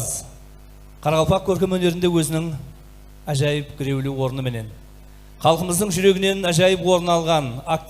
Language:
Kara-Kalpak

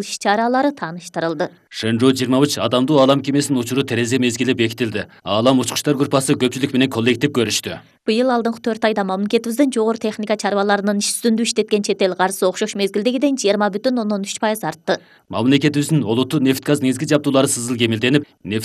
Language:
Kyrgyz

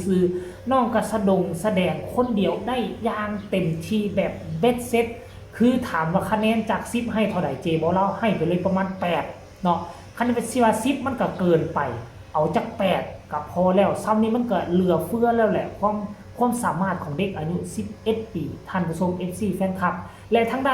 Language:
Northeastern Thai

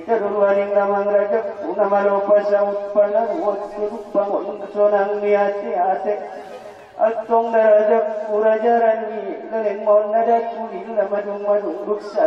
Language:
Batak Angkola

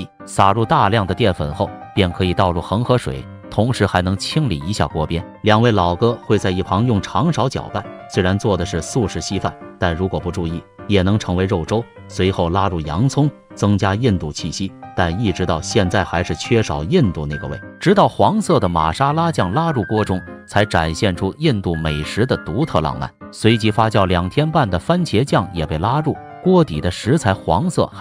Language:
Chinese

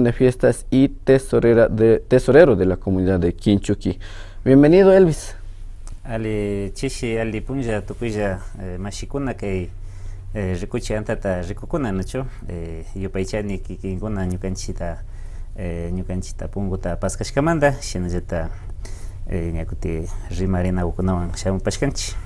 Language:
Imbabura Highland Quichua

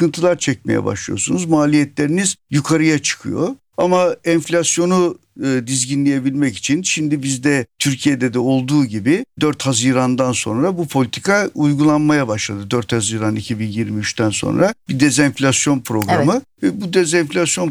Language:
Turkish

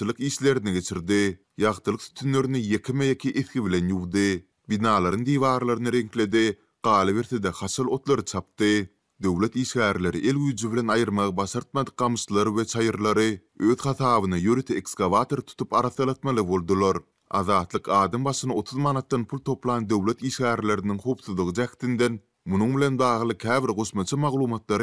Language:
Turkmen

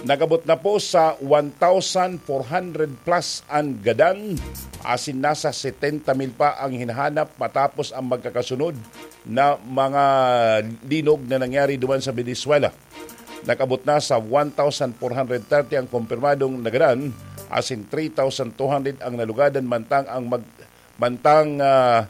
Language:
Bikol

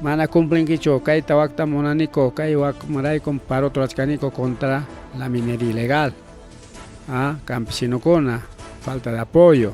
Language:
Ayacucho Quechua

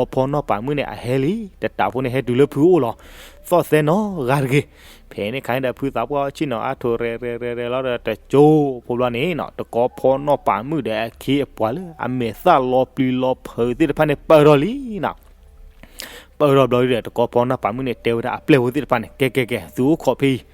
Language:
S'gaw Karen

